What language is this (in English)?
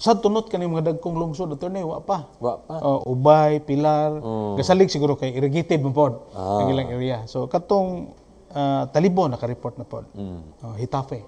Cebuano